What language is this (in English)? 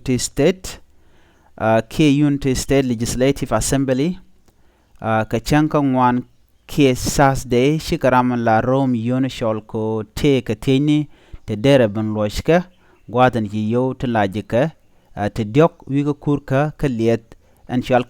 Nuer